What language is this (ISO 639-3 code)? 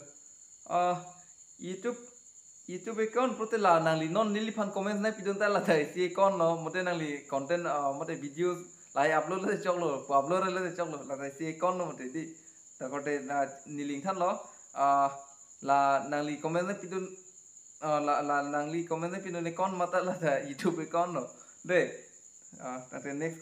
mjw